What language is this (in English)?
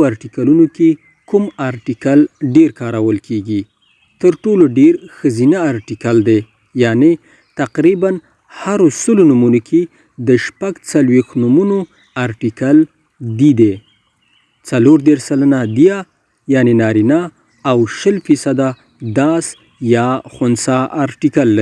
Pashto